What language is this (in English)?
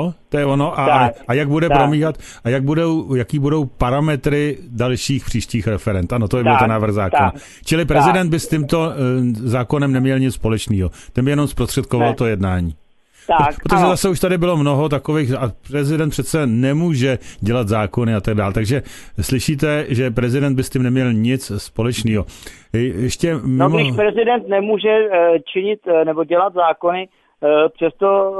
Czech